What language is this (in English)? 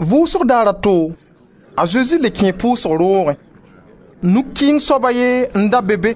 Mossi